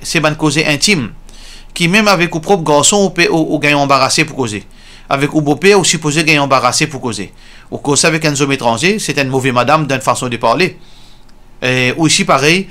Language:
Morisyen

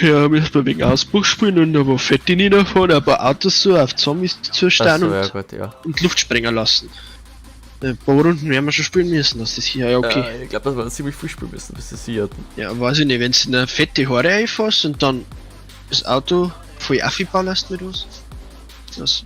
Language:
Bavarian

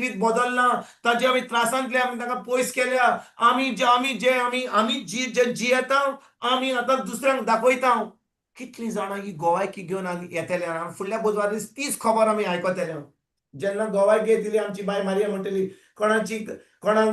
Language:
Konkani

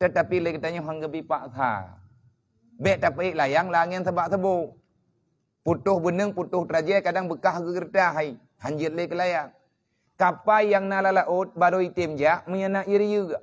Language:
Achinese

